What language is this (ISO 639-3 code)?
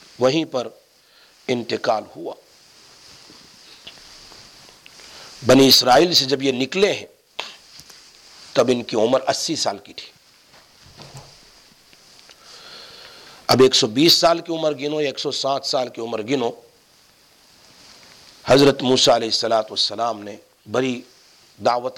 urd